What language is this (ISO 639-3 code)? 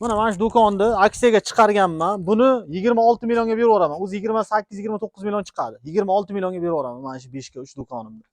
uzb